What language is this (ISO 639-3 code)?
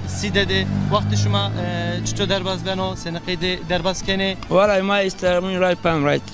zza